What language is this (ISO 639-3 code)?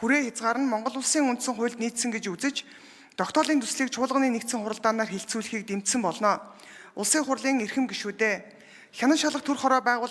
mon